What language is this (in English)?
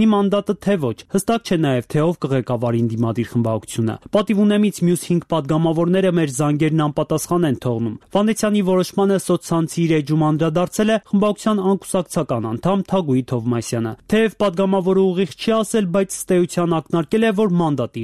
Armenian